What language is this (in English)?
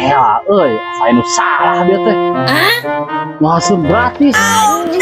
Sundanese